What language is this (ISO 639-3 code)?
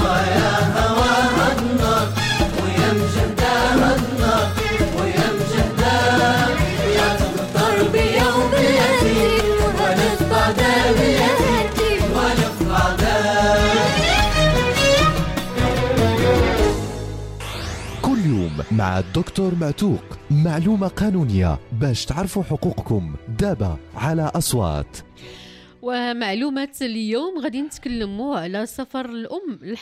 ary